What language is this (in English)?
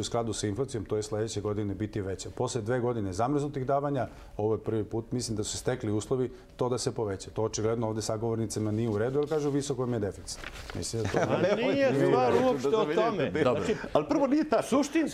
Serbian